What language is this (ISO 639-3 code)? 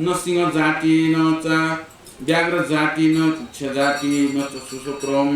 new